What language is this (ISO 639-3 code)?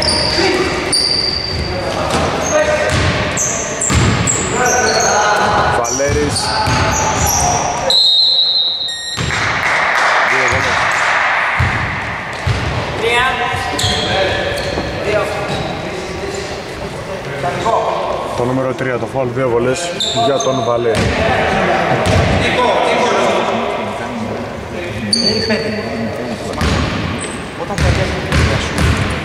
ell